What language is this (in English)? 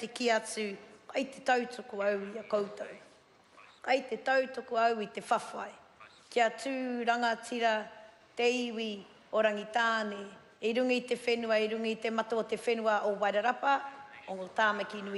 Māori